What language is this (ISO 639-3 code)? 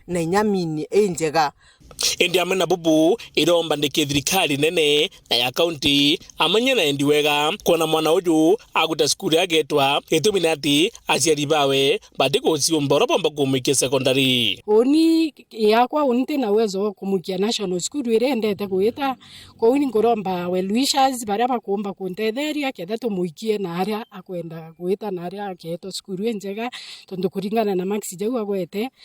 mer